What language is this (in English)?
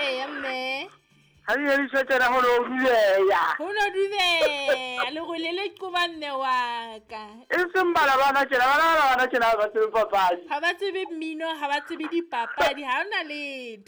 Southern Sotho